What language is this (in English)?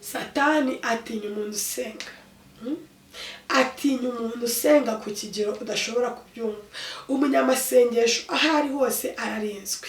Kinyarwanda